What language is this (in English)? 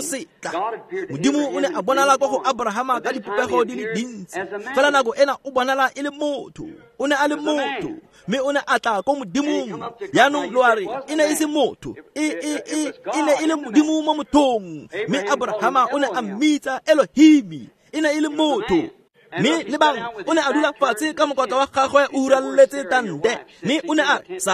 Tswana